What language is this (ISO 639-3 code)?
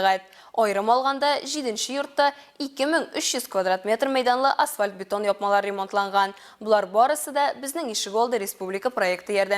tat